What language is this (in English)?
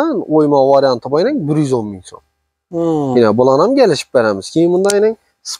Uzbek